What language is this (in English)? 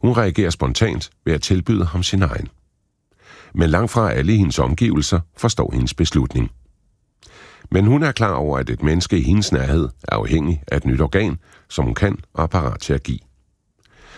Danish